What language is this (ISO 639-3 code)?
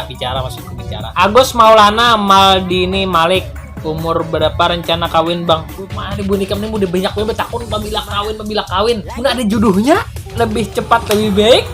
bjn